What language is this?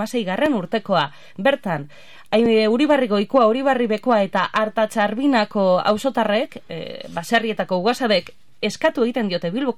Basque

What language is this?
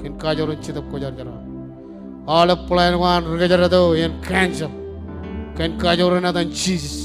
Marshallese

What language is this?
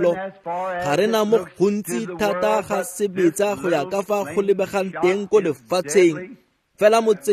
Tswana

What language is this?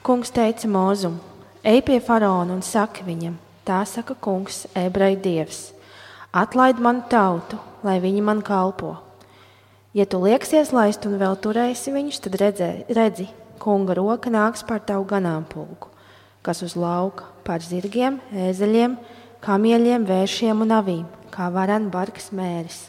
Latvian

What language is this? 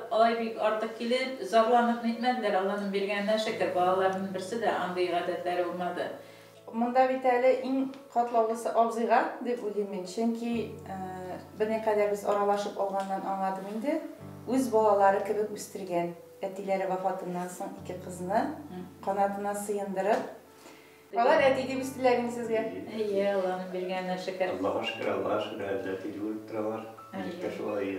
Tatar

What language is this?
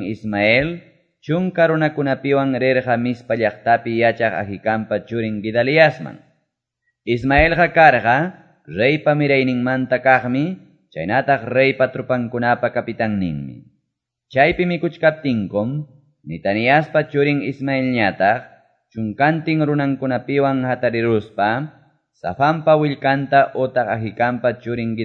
Quechua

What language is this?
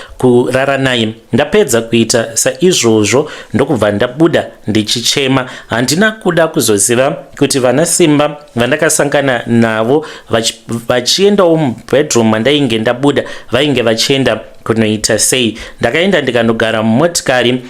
Shona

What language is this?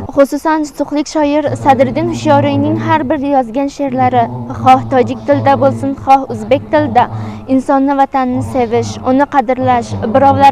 Uzbek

